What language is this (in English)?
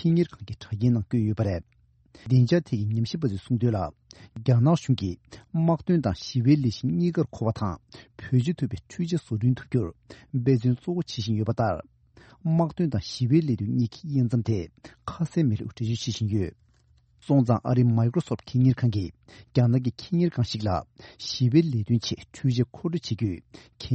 Tibetan